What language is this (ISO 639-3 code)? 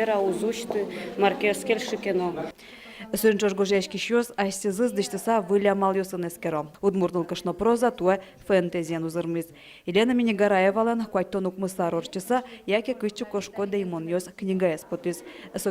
udm